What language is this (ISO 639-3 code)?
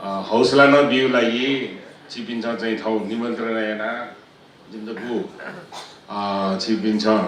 new